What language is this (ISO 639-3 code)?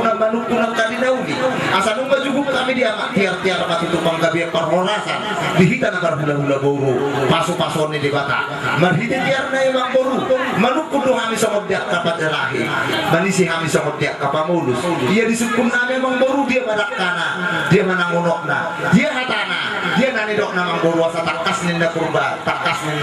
bbc